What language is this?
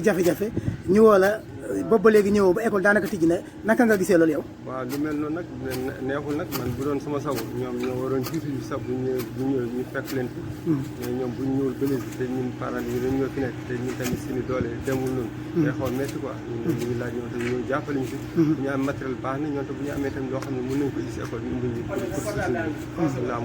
Wolof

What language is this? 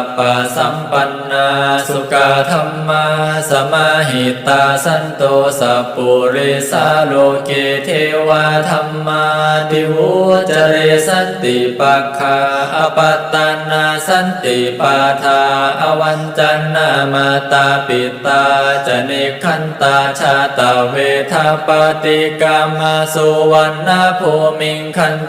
Pali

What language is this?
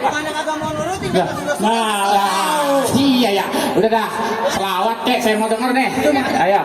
Betawi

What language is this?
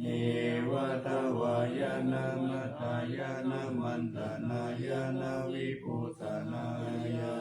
Pali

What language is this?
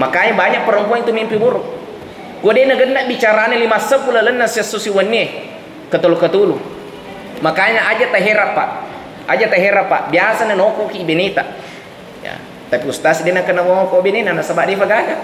Buginese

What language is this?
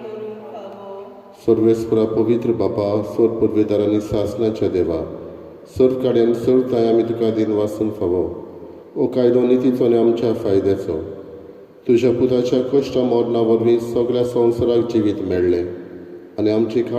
Konkani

